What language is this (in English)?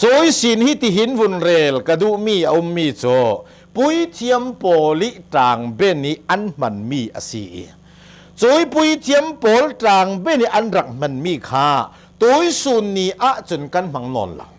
Hakha Chin